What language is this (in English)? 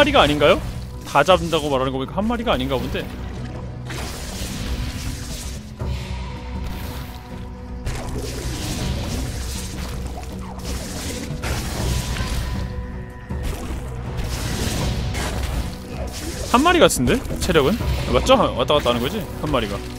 Korean